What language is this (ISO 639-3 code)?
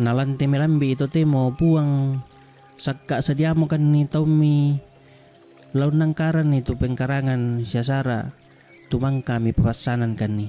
sda